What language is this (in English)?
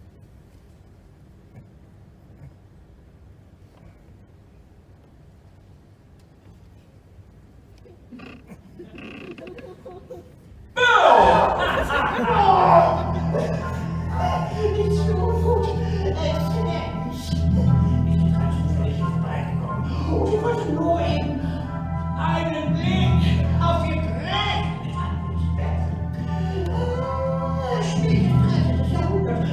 German